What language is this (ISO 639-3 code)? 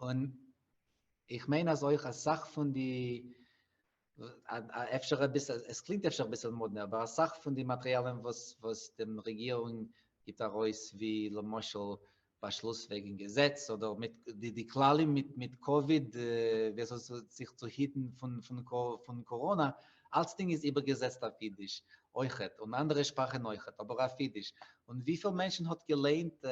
yid